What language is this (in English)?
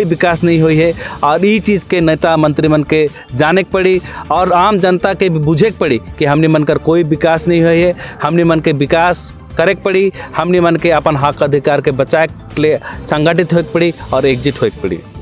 Sadri